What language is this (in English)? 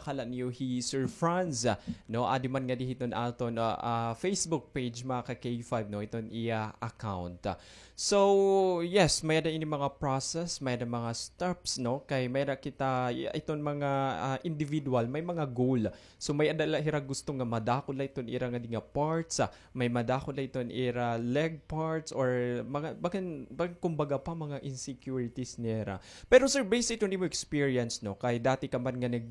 Waray